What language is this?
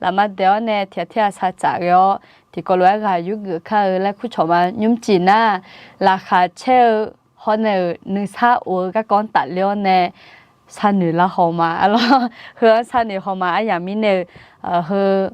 Akha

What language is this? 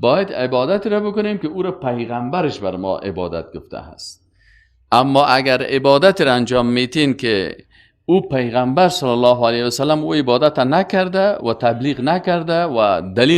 Persian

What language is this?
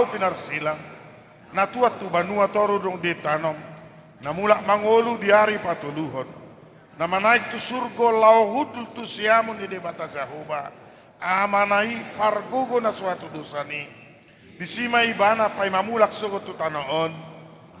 Batak Toba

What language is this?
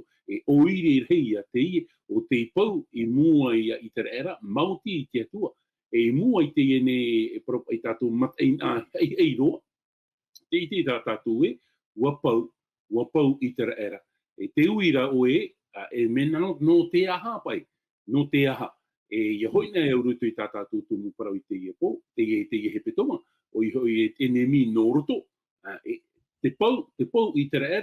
Tahitian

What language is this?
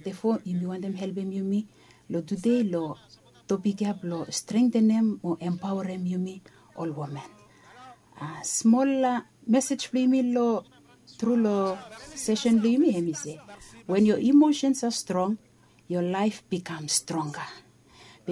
Bislama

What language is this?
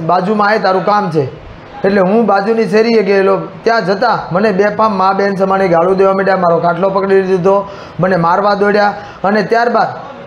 Gujarati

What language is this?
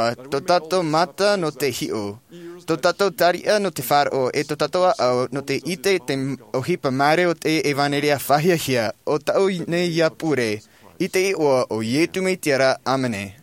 Tahitian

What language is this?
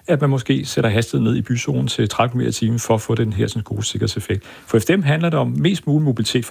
Danish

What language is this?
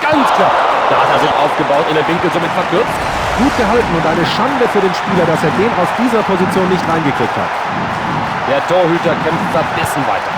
Bavarian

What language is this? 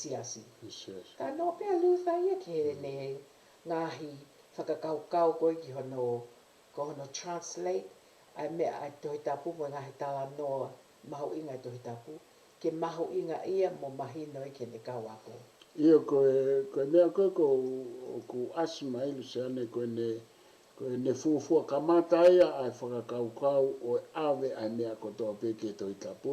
Tongan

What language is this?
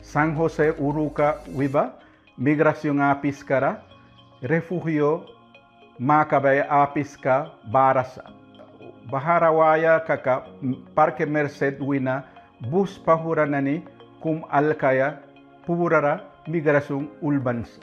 Mískito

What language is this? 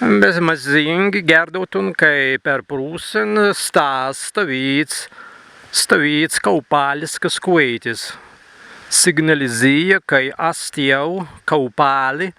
Prussian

